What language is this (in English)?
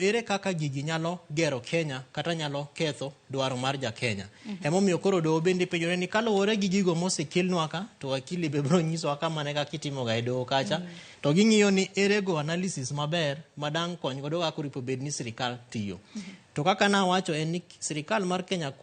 Luo (Kenya and Tanzania)